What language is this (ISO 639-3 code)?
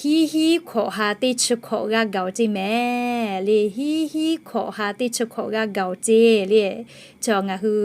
lhu